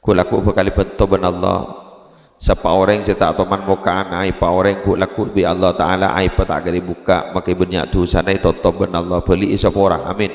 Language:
Madurese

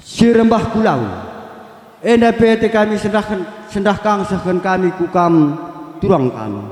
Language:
Batak Karo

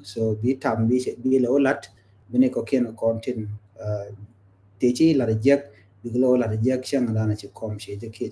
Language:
Nuer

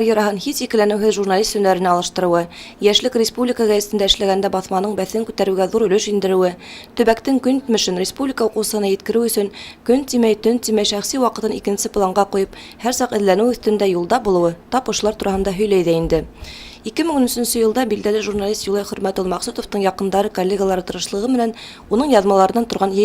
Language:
Bashkir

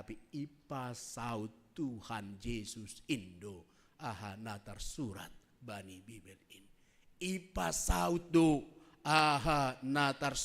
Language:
Batak Simalungun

